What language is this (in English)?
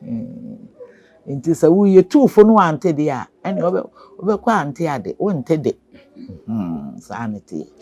Akan